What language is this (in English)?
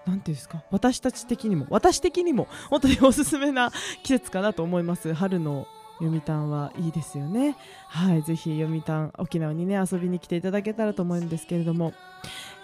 Japanese